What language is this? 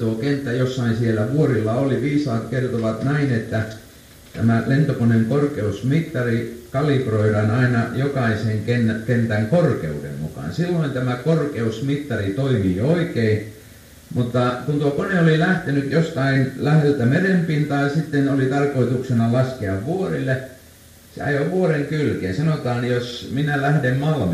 Finnish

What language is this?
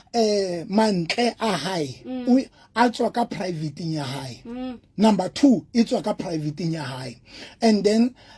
Southern Sotho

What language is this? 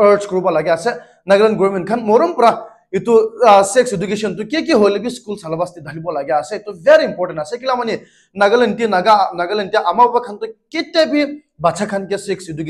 Naga Pidgin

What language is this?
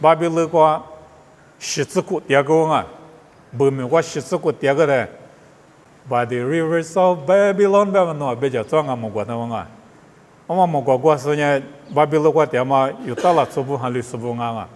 Lisu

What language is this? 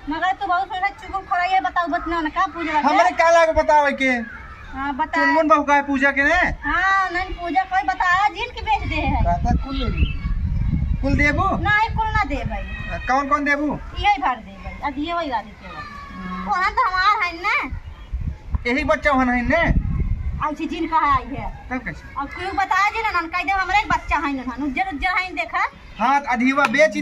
Awadhi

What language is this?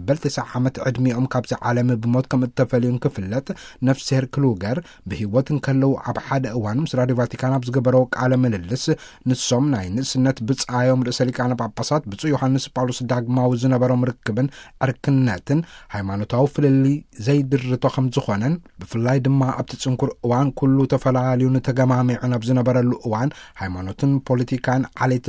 Tigrinya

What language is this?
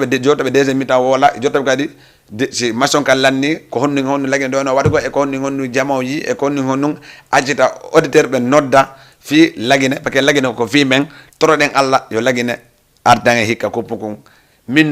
Fula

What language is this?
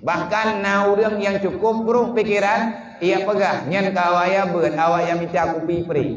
Achinese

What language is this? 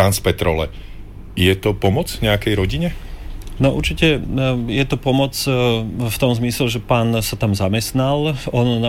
Slovak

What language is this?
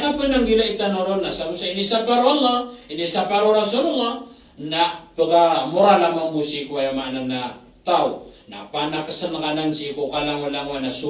Maranao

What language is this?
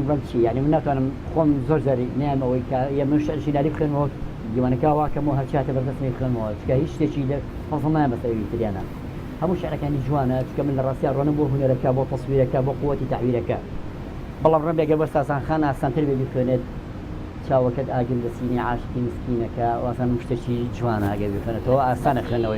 Central Kurdish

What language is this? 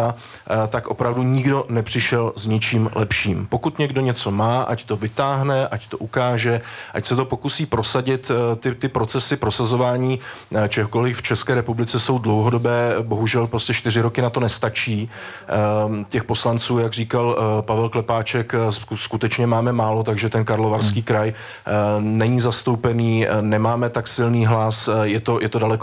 Czech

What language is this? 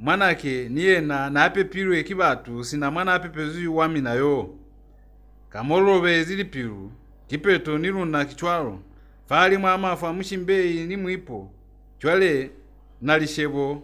Lozi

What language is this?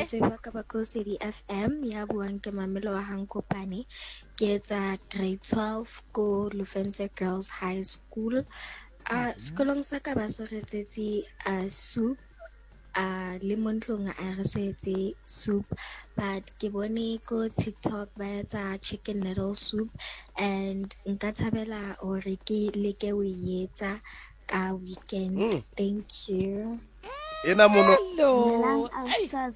Southern Sotho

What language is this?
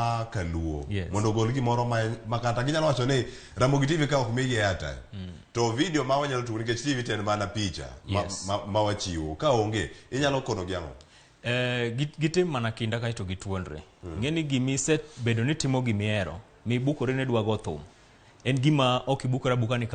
Luo (Kenya and Tanzania)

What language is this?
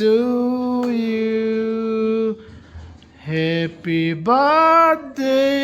Mizo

